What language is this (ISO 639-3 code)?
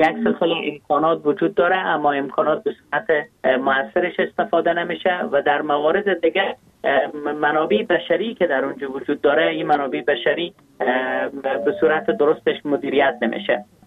fas